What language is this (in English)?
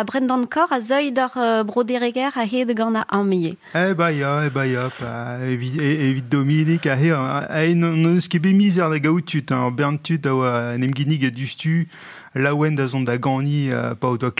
Breton